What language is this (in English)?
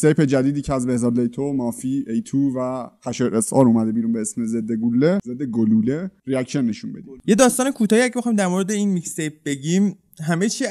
Persian